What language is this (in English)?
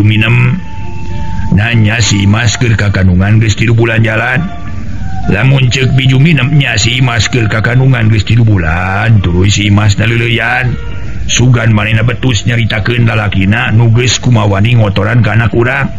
Sundanese